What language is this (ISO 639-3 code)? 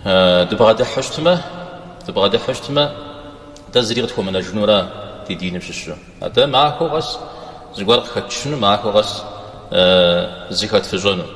kbd